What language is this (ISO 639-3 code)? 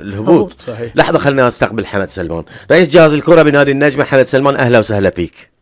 afb